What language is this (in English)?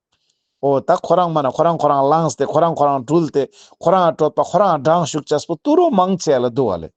Ladakhi